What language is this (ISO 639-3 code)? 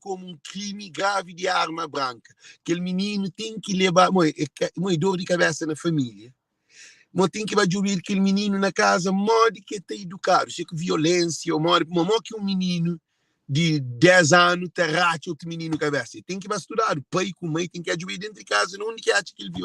kea